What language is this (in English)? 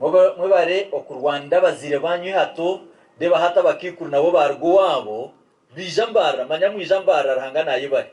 Nyankole